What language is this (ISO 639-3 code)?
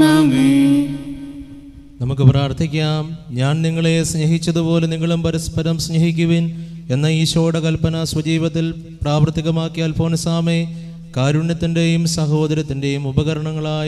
mal